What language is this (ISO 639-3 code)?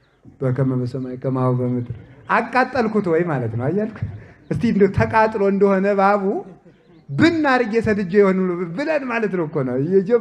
amh